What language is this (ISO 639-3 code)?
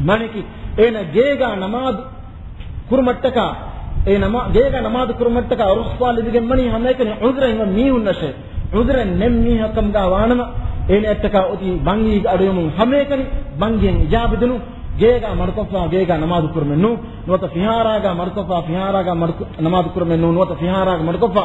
div